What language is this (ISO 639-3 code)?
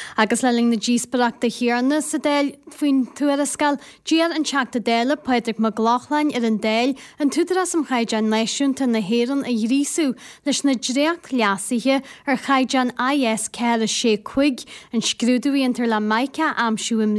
gle